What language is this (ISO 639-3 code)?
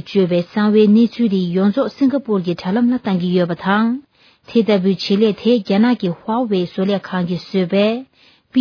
bod